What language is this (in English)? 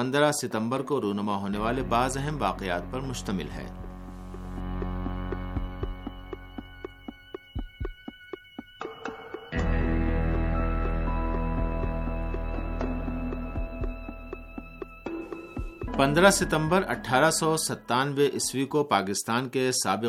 Urdu